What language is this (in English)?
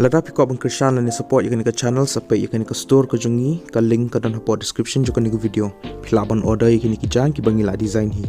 Khasi